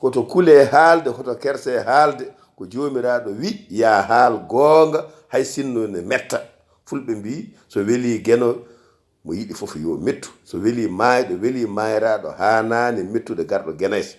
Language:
Fula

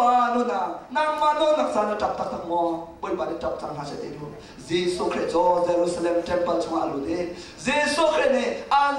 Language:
Hakha Chin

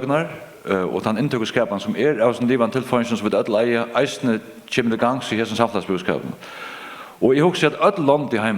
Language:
Faroese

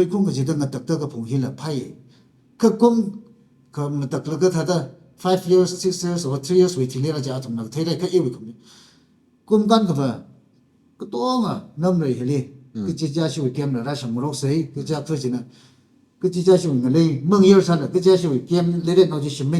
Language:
Tangkhul Naga (India)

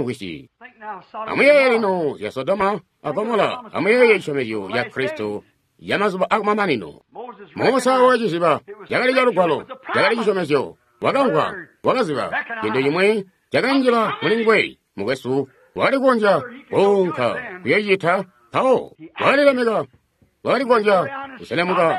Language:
Tonga (Zambia)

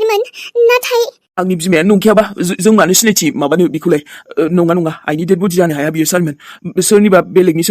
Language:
Bodo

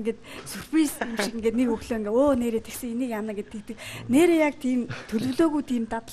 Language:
Mongolian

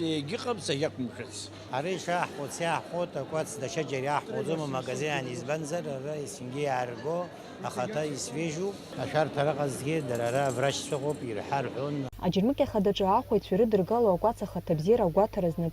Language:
Abkhazian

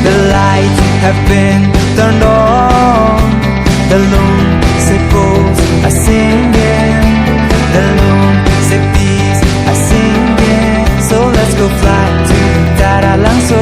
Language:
Karbi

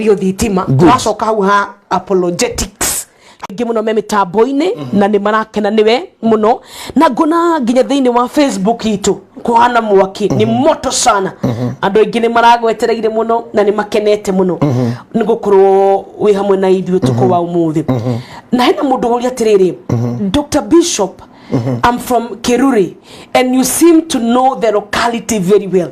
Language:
Kikuyu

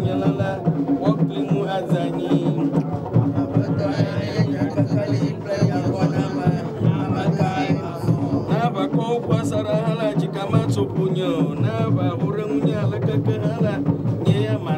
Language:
Ewe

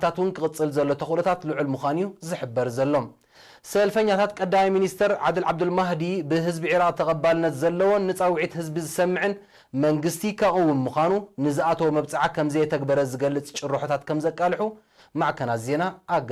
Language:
Tigrinya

